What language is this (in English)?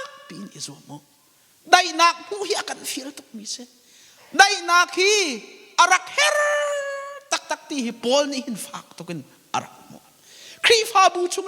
Hakha Chin